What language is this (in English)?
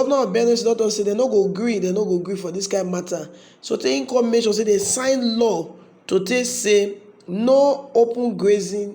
Nigerian Pidgin